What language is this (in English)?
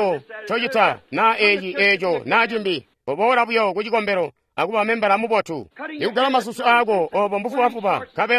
Tonga (Zambia)